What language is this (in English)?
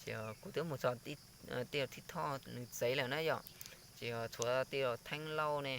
Hmong